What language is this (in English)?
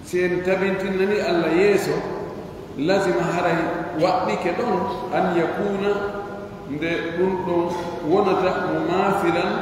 Pular